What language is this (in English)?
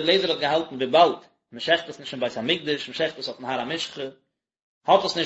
Yiddish